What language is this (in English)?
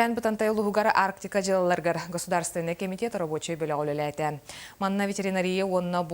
Yakut